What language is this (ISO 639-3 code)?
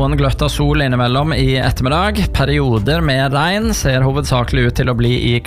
nor